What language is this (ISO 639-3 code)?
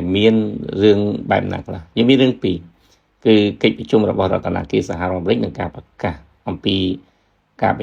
khm